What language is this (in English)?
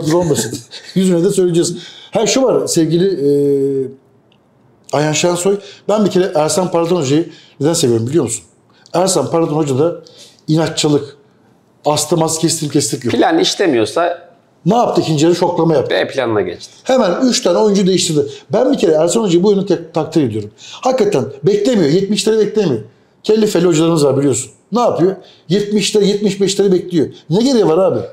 Turkish